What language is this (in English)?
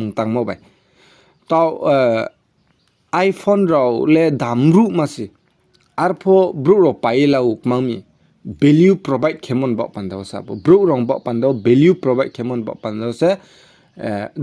Riang (India)